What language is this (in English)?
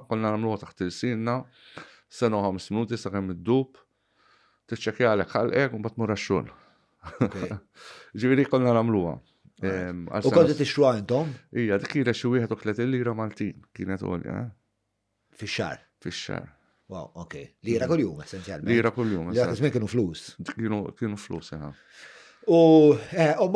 Maltese